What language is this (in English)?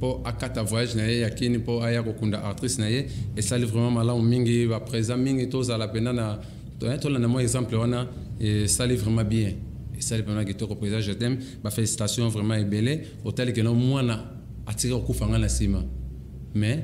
Lingala